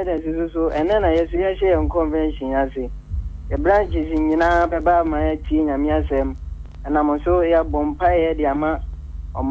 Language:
Akan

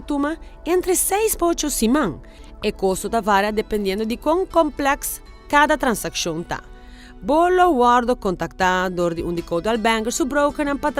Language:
Papiamento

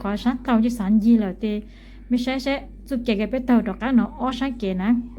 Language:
Hmong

